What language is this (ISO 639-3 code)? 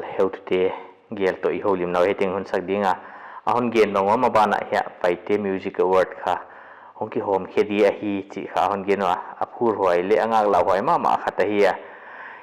pck